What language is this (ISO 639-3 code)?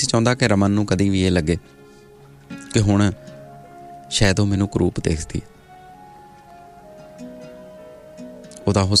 pan